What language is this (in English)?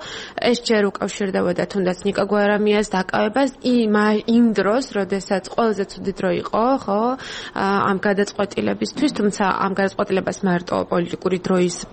Georgian